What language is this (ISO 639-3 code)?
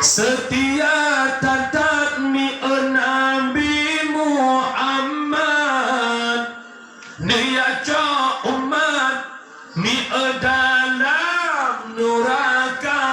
ace